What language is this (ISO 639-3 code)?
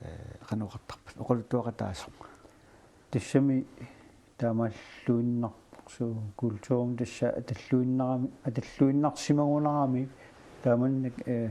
kal